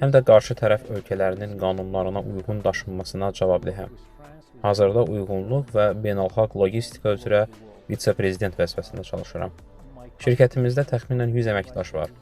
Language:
Azerbaijani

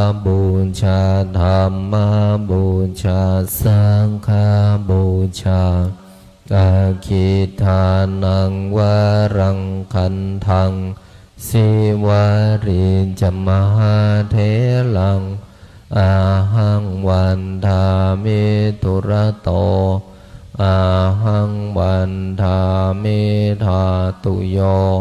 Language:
Pali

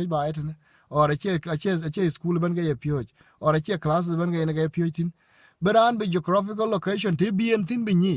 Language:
Dinka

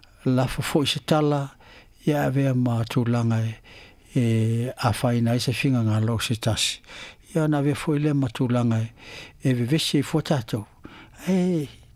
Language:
Samoan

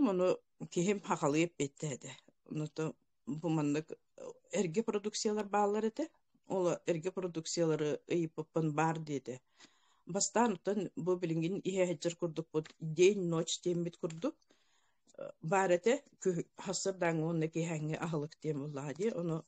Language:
Yakut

